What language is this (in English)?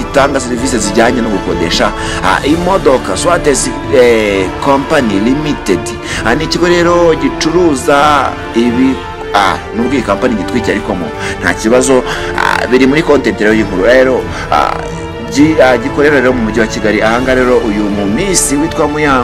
Kinyarwanda